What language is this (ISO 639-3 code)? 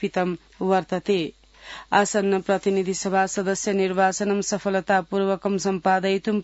san